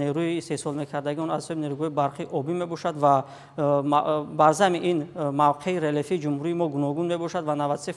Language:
Tajik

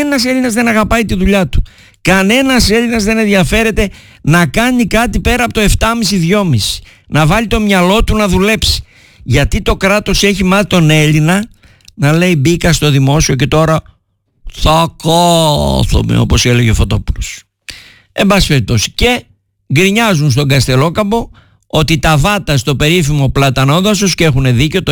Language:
Greek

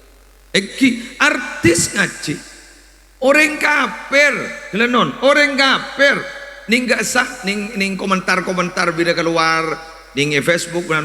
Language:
Madurese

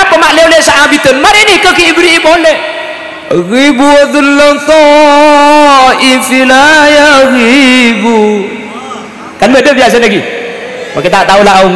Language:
Madurese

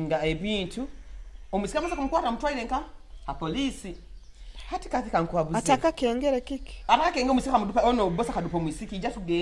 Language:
Nyoro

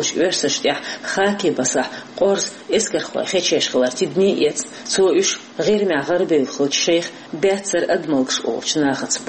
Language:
Chechen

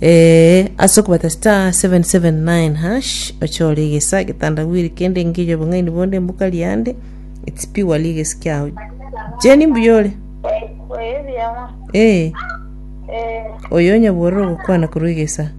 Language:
Gusii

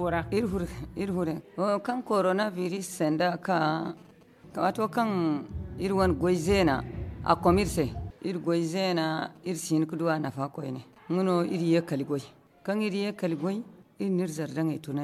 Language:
Zarma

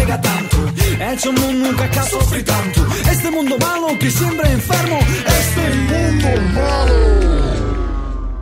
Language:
Italian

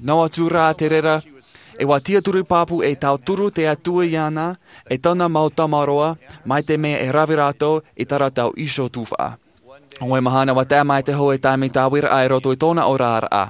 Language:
Tahitian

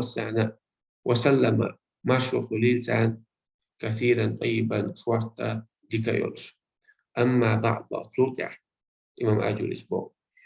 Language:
Chechen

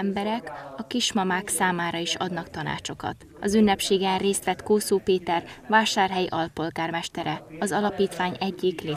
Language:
Hungarian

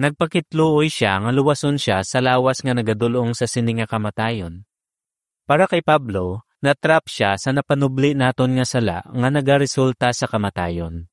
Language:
Hiligaynon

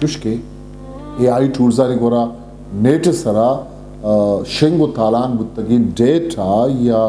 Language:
Eastern Balochi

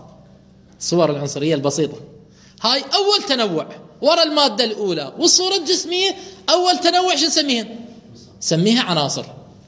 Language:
Mesopotamian Arabic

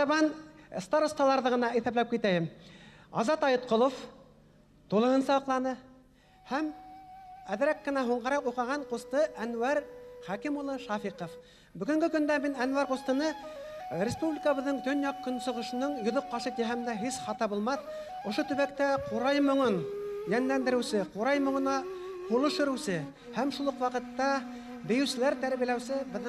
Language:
Bashkir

